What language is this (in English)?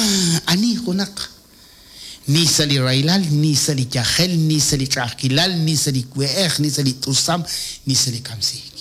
Kekchí